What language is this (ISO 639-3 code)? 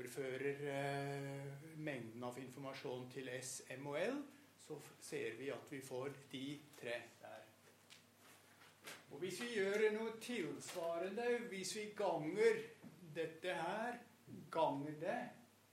nor